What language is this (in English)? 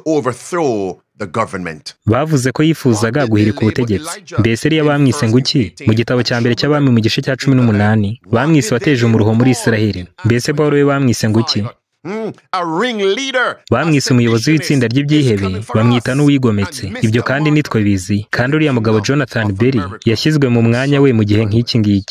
Kinyarwanda